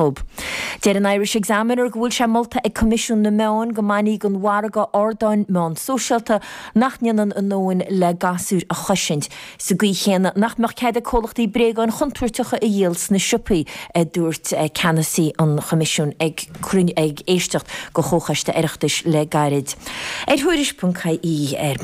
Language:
Irish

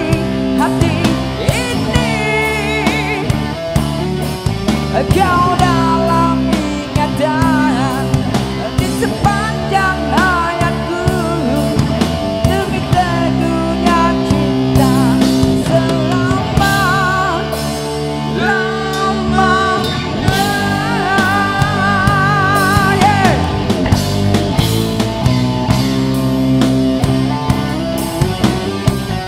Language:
Malay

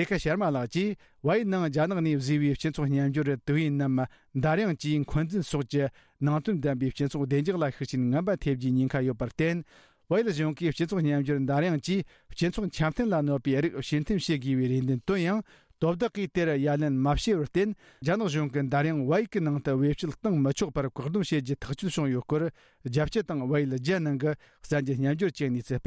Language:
Tibetan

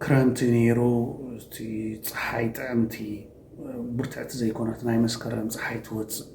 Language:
Tigrinya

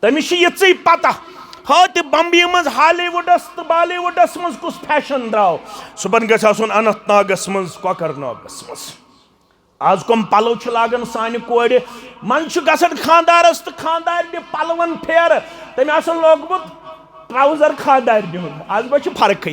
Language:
Kashmiri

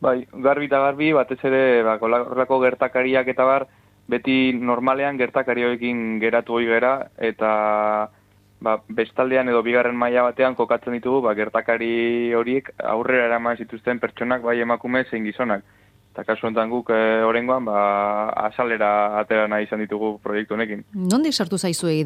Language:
Basque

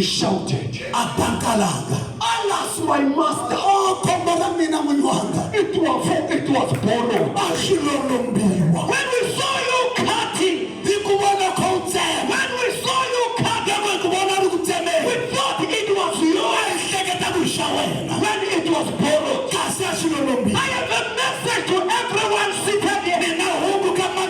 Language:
Tsonga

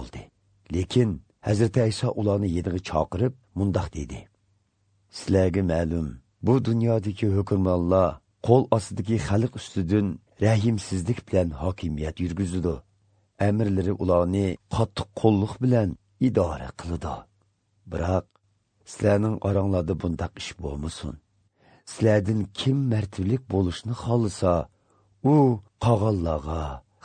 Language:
Uyghur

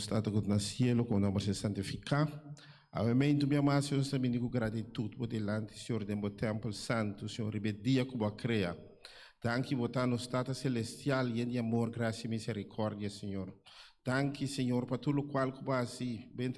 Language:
Papiamento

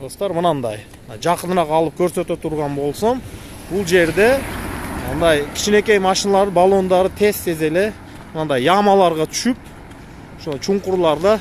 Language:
Kyrgyz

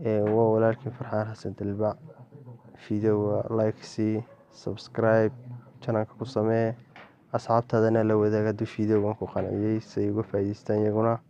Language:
Somali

